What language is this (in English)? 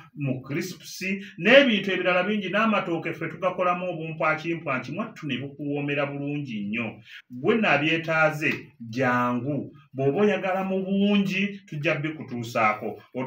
Ganda